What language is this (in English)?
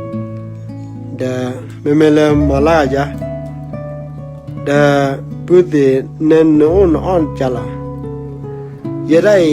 S'gaw Karen